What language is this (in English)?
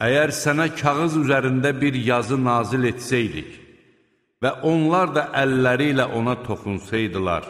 Azerbaijani